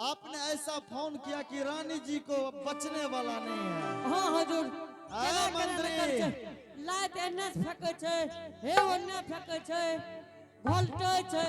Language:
Angika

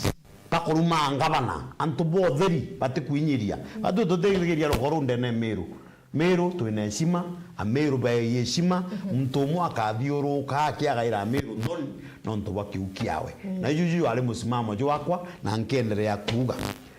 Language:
Meru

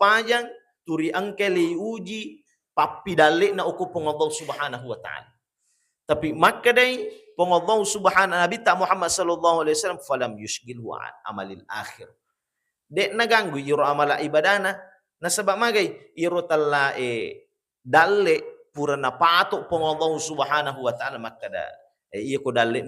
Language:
Buginese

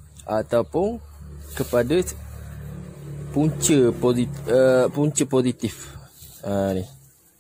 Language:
Malay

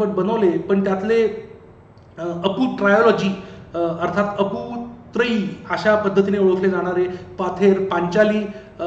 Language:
Marathi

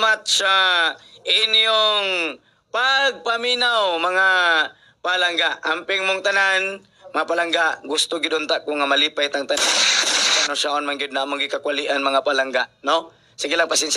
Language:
Cebuano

